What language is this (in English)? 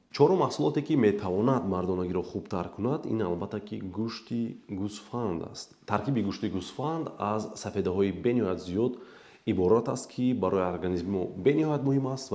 Tajik